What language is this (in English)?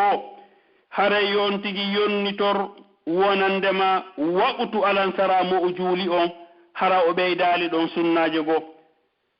Pular